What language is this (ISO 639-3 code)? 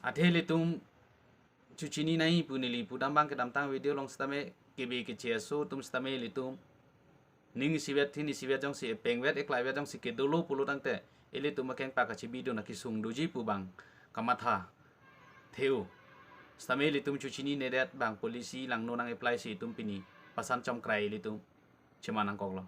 mjw